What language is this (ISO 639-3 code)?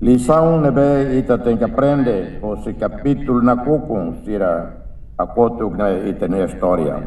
tet